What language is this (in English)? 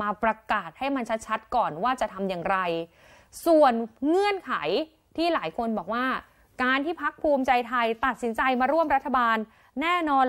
Thai